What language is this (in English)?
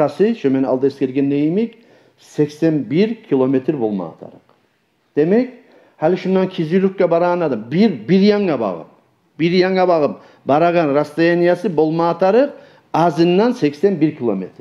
Kumyk